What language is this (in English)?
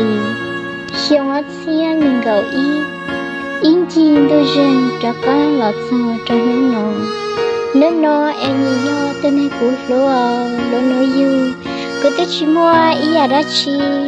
Hmong